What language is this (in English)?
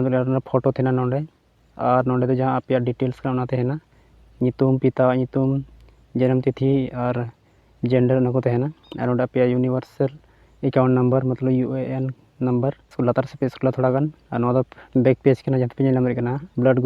Santali